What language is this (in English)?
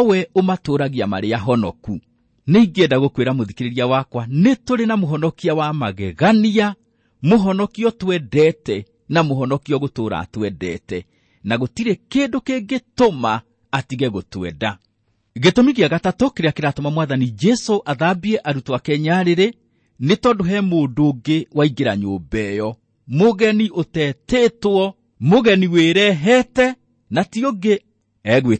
Kikuyu